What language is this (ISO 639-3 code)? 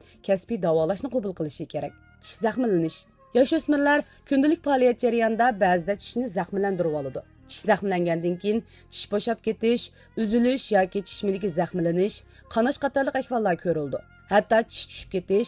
uig